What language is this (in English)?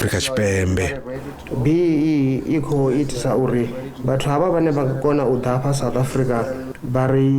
Venda